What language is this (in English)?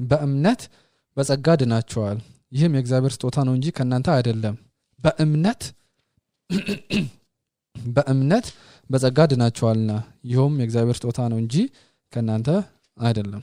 Amharic